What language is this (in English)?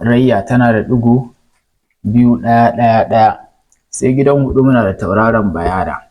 Hausa